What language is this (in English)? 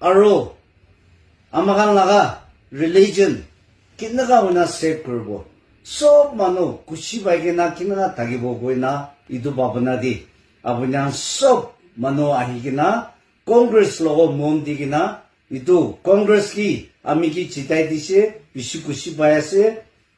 Naga Pidgin